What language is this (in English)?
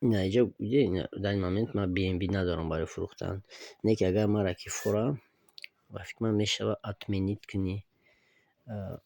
Tajik